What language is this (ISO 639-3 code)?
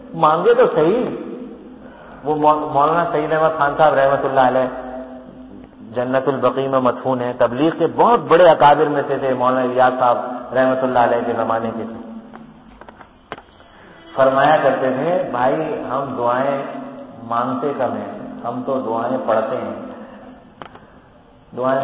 urd